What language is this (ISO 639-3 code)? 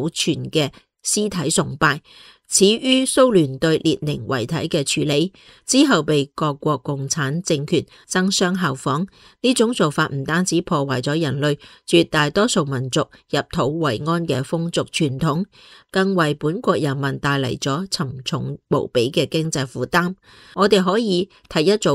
yue